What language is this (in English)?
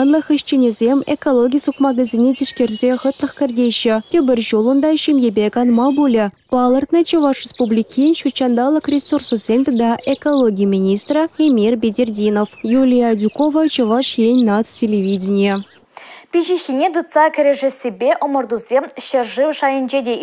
Chuvash